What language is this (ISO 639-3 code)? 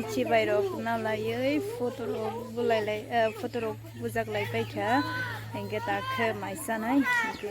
trp